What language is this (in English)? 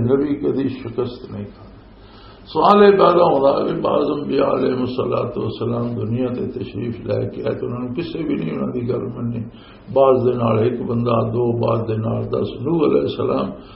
Western Panjabi